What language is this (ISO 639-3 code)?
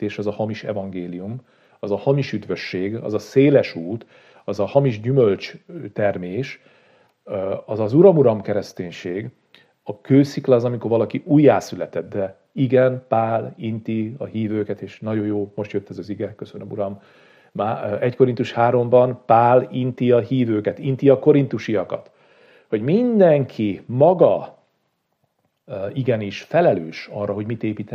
hun